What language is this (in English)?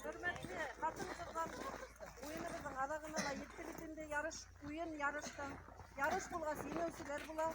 Bashkir